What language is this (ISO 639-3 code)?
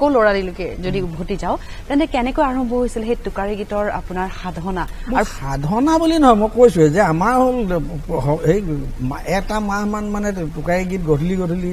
asm